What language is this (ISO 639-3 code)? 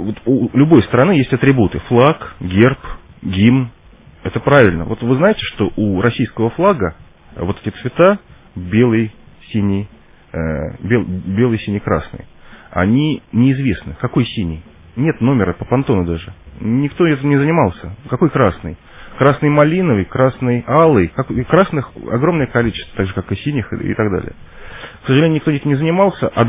rus